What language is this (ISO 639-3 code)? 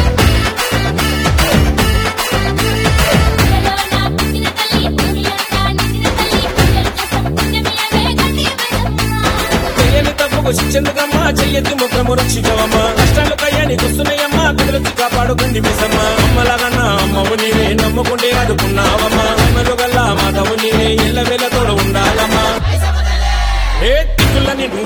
tel